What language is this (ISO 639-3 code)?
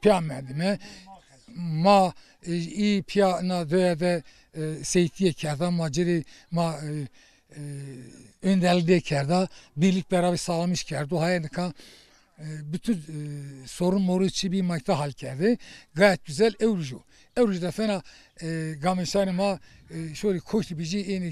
zza